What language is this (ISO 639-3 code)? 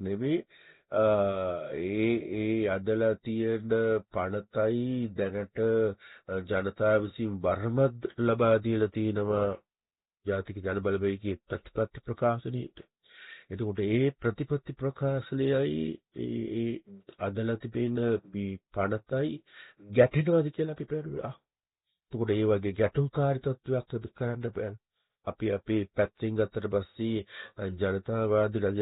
sin